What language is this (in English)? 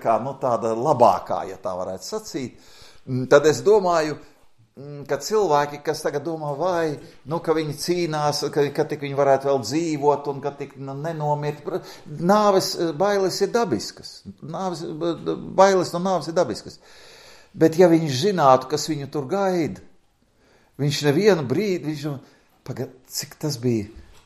Latvian